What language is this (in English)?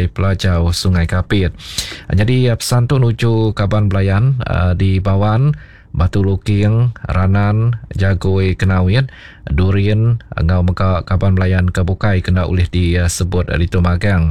Iban